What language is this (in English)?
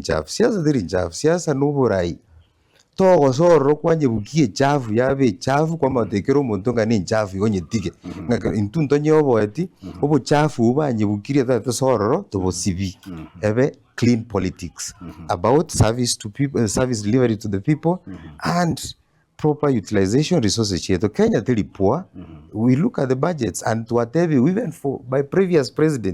Gusii